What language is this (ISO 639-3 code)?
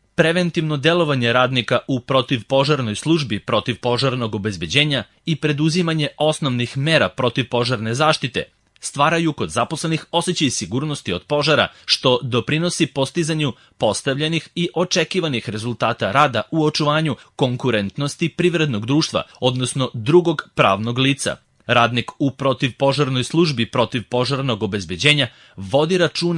srp